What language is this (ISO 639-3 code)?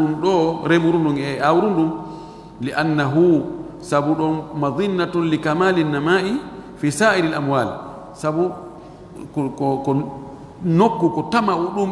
ful